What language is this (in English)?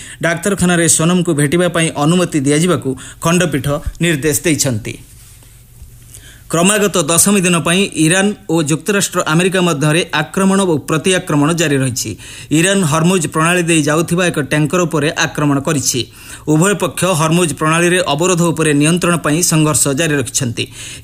Odia